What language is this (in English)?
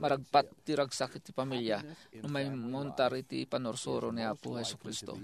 Iloko